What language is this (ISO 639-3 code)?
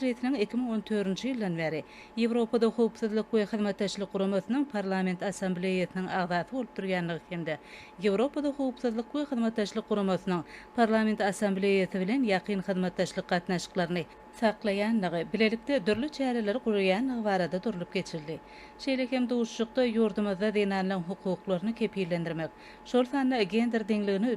tuk